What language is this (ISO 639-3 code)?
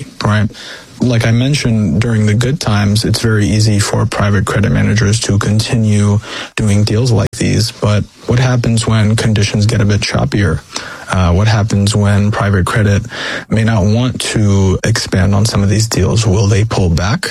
eng